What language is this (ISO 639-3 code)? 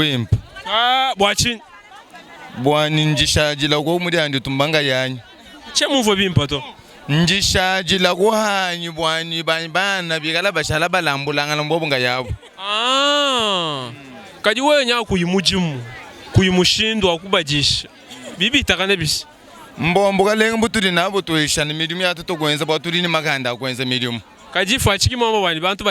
lua